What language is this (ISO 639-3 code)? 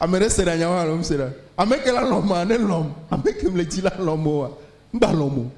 ewe